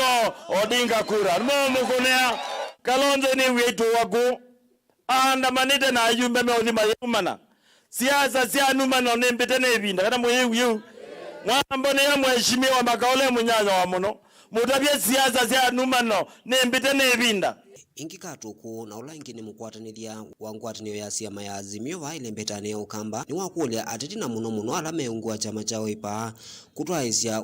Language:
Kamba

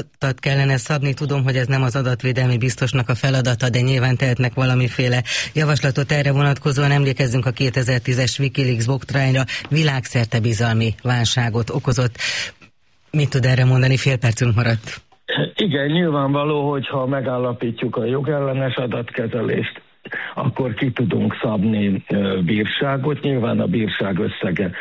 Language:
Hungarian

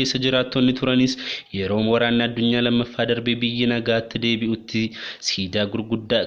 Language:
Oromo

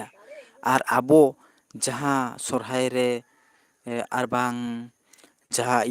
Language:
Santali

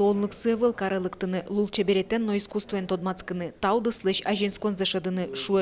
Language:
Udmurt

